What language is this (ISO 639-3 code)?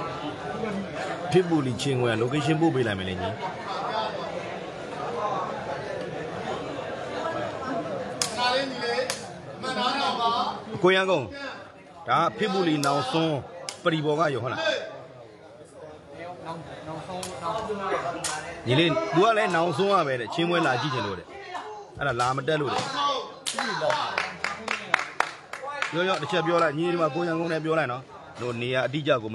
mya